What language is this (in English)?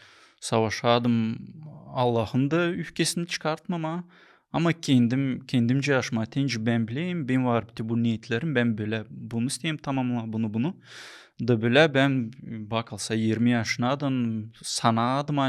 Gagauz